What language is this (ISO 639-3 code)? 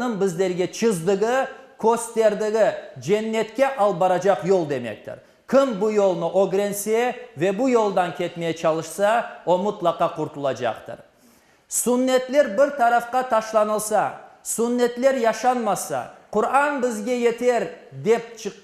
crh